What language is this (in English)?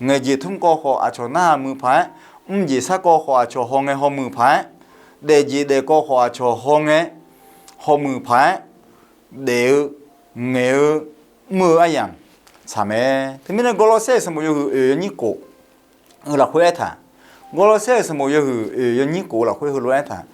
Akha